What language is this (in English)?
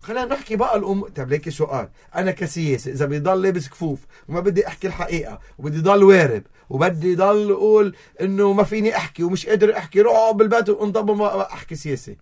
North Levantine Arabic